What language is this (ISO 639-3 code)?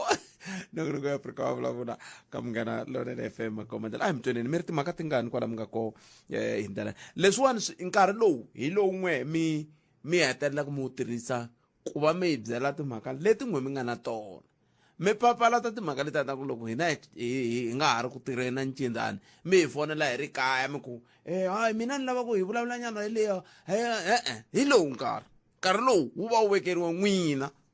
tso